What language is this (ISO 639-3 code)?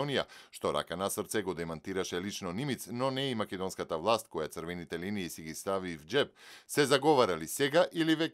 mkd